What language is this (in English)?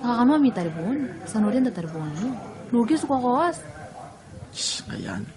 Gilbertese